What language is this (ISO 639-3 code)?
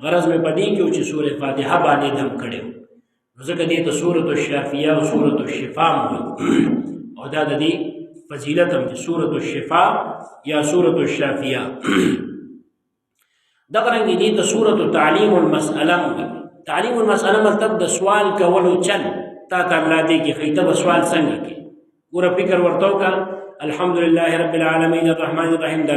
pus